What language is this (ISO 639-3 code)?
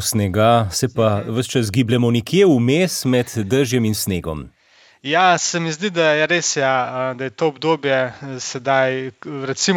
slv